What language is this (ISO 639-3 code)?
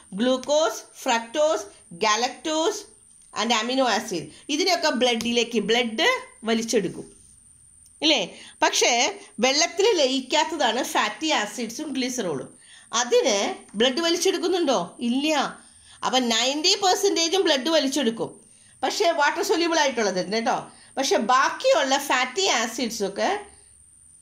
mal